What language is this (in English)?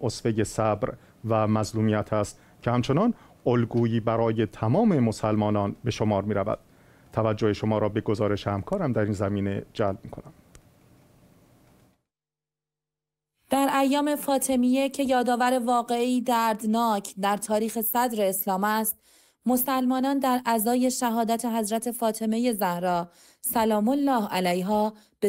Persian